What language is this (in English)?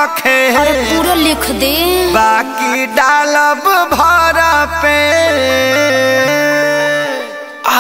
Bhojpuri